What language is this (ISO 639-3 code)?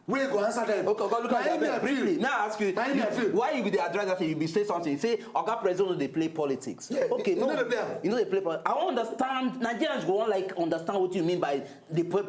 pcm